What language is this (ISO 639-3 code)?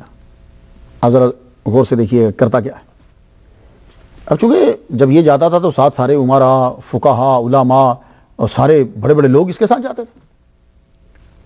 urd